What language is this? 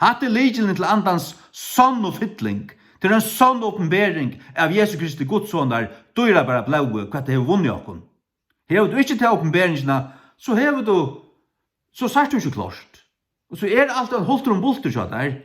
Faroese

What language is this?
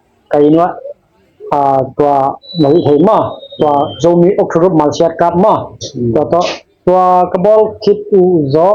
Tedim Chin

